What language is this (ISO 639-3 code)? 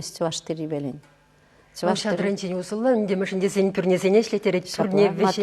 chv